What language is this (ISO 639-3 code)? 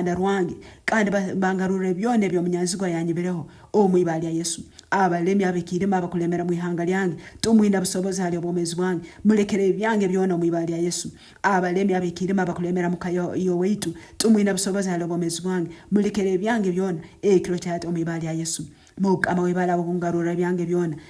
nyn